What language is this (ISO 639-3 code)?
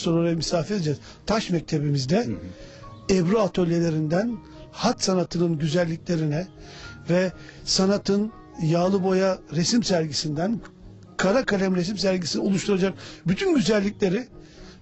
tur